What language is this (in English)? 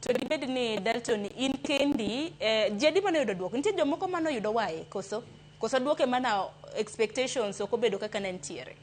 Luo (Kenya and Tanzania)